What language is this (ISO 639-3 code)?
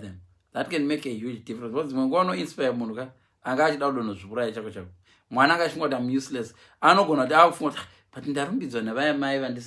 sna